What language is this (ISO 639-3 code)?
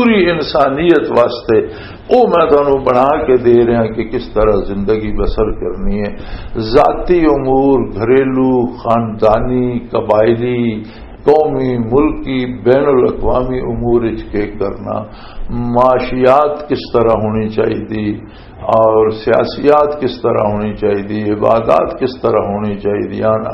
lah